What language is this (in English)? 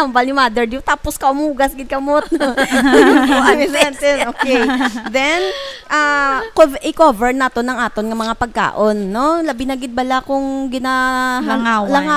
Hiligaynon